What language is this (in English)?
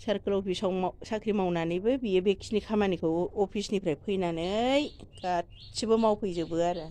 Bodo